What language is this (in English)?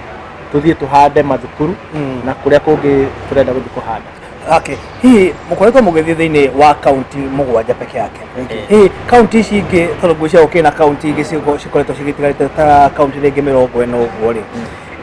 Kikuyu